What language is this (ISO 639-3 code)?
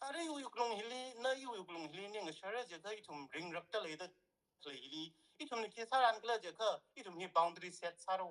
nmf